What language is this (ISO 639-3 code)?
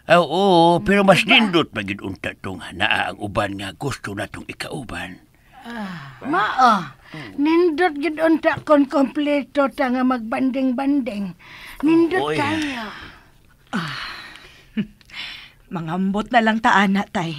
ceb